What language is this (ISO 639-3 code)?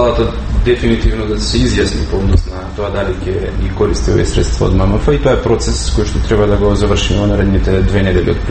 mkd